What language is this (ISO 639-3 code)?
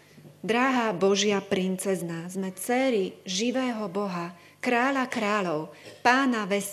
slk